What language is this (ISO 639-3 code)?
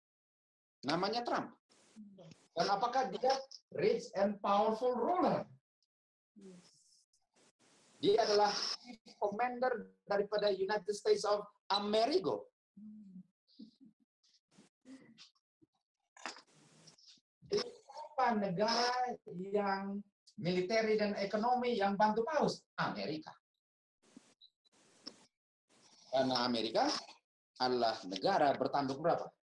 ind